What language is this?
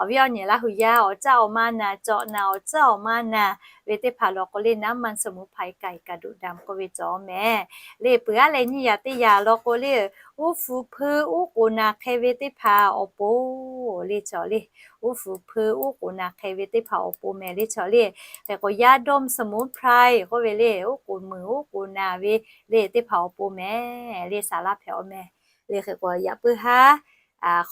Lahu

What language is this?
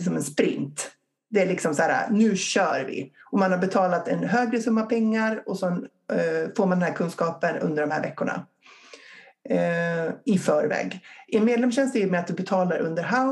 Swedish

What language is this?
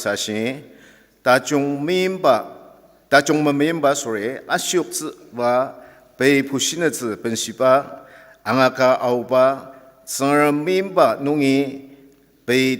Ao Naga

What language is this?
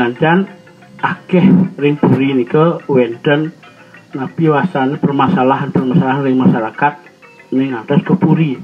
Balinese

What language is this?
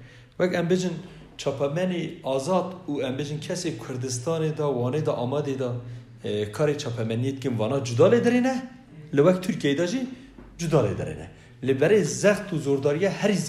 Kurdish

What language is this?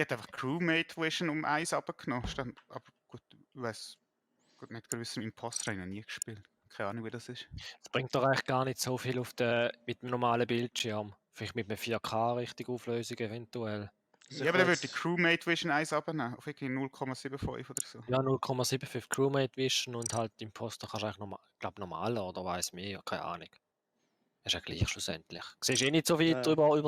Swiss German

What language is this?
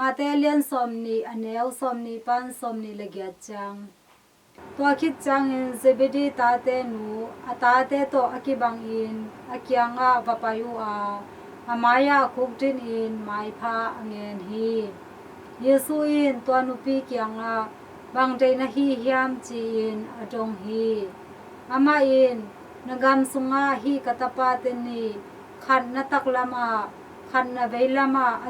Tedim Chin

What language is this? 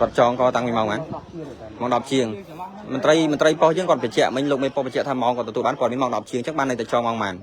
Khmer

